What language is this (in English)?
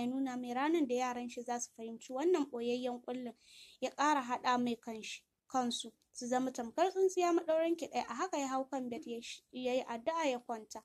Hausa